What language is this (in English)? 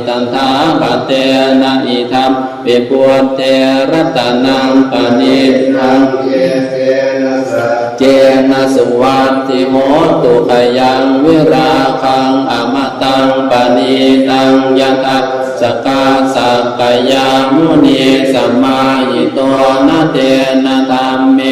Pali